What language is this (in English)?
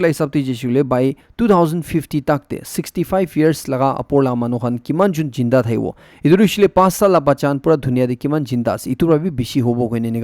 Naga Pidgin